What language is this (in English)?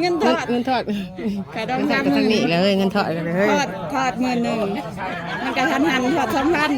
Northeastern Thai